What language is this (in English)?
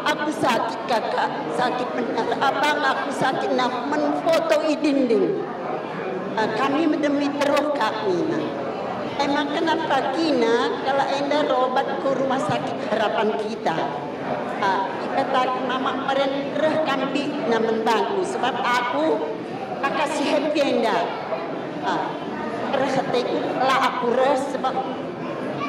Batak Karo